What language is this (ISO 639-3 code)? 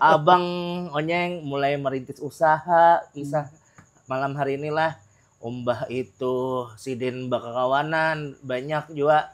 bjn